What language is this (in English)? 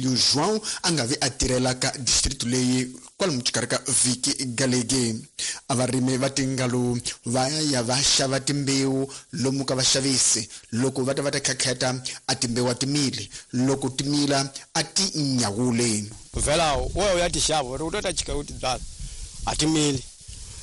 Tsonga